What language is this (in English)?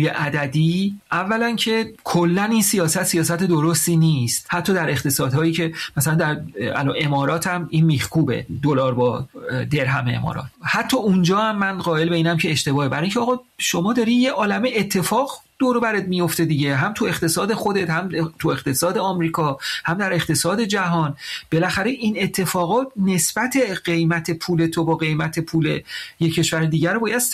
Persian